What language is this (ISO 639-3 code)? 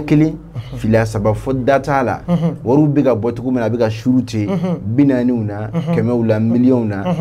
bam